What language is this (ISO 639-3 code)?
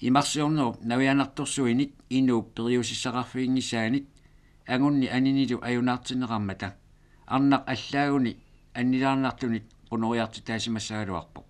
kal